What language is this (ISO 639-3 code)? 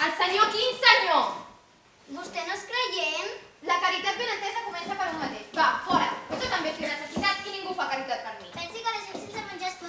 cat